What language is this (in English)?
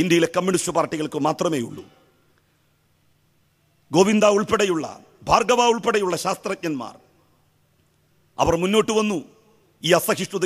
Malayalam